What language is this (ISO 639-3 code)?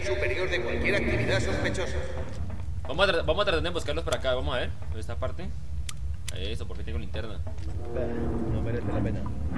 spa